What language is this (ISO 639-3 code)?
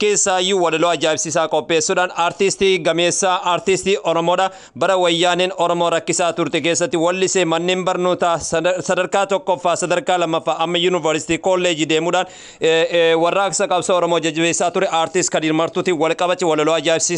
orm